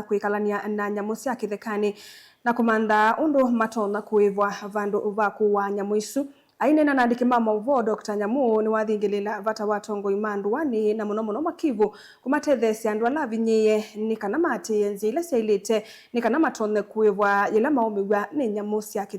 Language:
Kamba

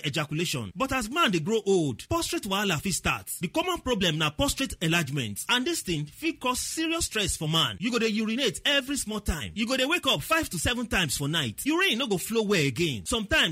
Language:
Nigerian Pidgin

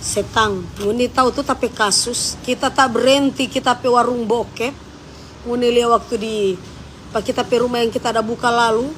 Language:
Manado Malay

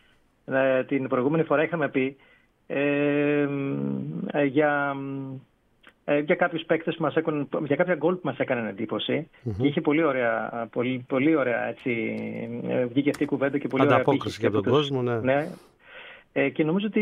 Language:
Greek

